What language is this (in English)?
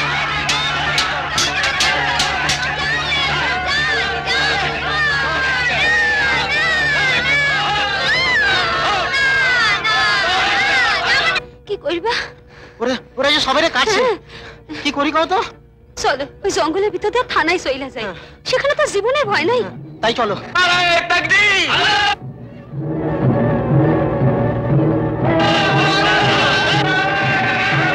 Bangla